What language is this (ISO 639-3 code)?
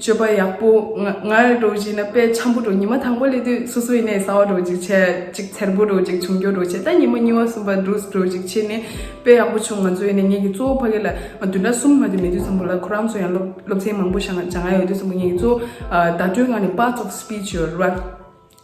bod